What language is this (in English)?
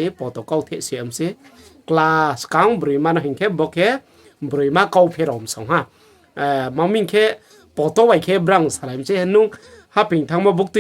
Riang (India)